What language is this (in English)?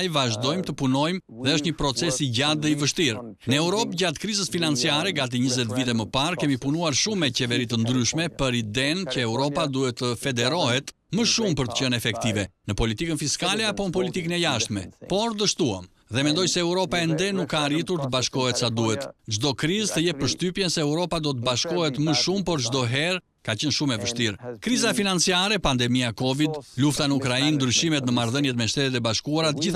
Albanian